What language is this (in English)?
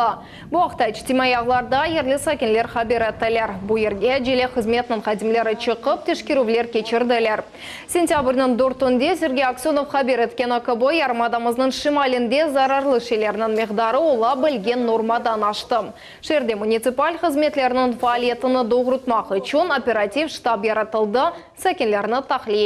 Crimean Tatar